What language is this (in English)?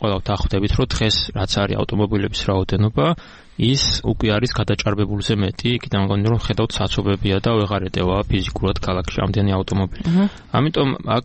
Georgian